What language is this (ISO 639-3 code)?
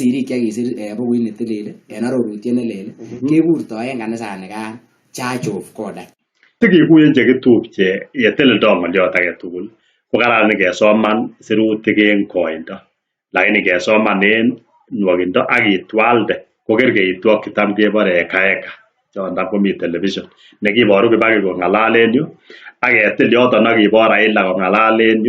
kln